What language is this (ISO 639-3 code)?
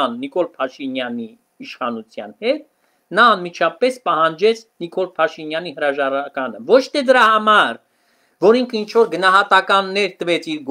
hye